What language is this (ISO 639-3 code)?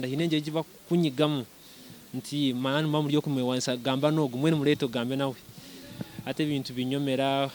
nyn